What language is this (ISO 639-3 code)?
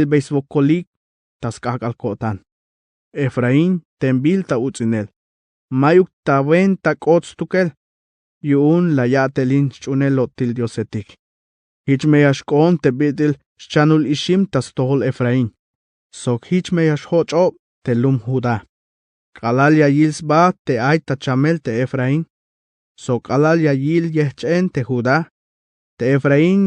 tzh